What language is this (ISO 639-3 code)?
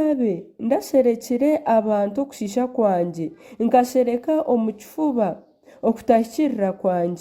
nyn